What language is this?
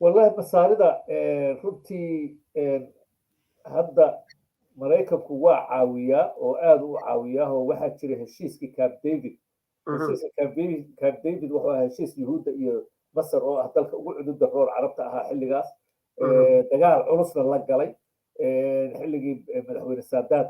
Somali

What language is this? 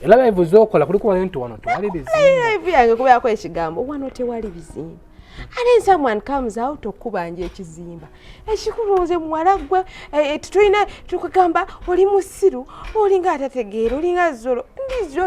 Ganda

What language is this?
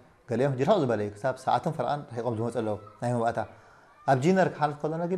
Tigrinya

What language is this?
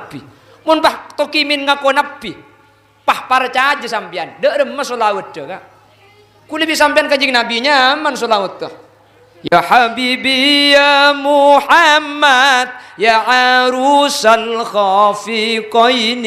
Madurese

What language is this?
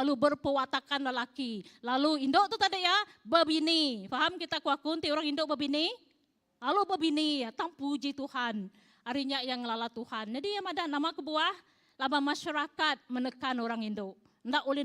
Iban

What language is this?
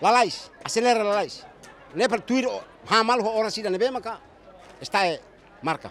Tetum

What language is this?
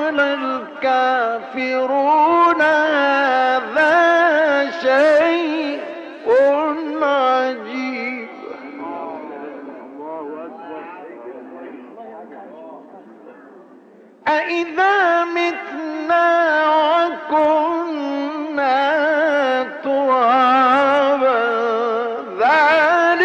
Arabic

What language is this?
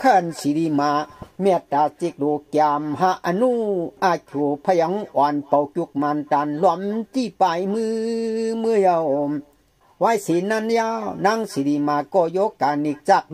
Shan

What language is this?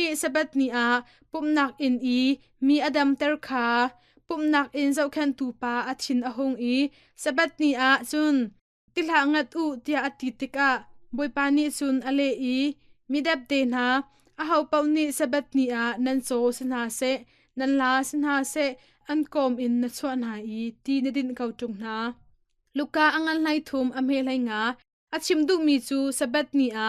Hakha Chin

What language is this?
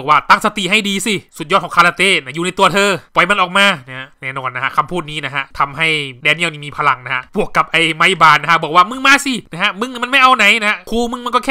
Thai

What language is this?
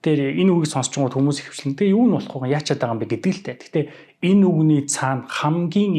Mongolian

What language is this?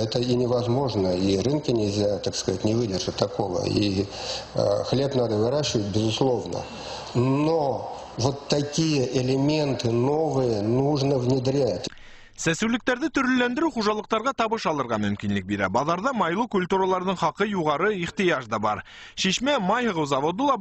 Bashkir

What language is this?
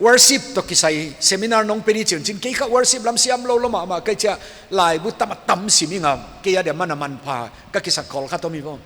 Paite Chin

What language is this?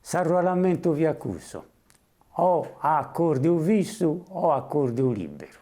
Sardinian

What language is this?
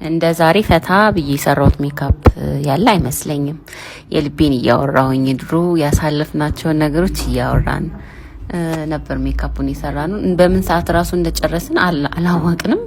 Amharic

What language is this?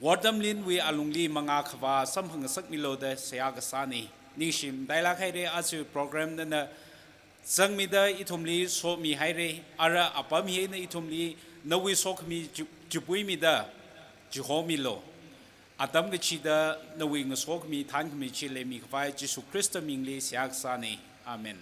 Tangkhul Naga (India)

